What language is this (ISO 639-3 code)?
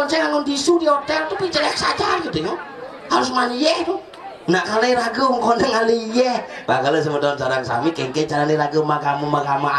ban